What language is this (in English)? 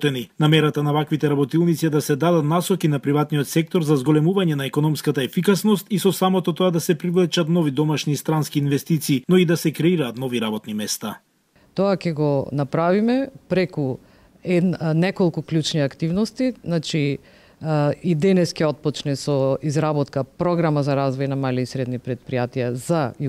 Macedonian